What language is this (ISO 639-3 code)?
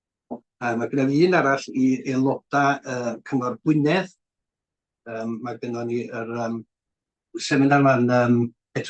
cym